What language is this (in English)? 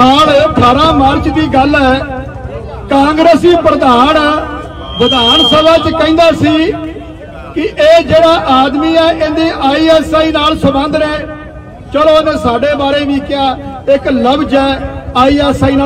Punjabi